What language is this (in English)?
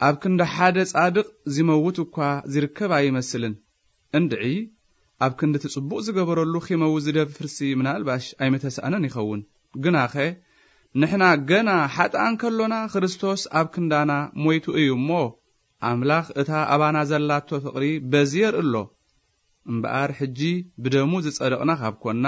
Tigrinya